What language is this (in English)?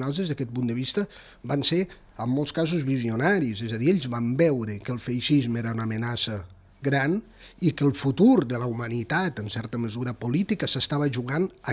Catalan